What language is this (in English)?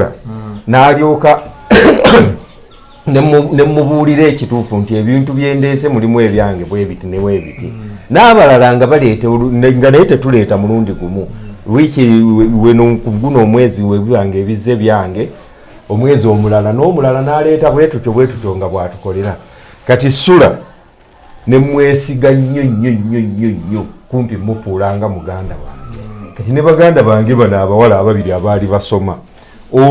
Ganda